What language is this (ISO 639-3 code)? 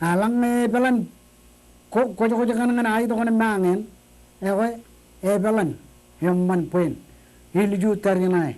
mah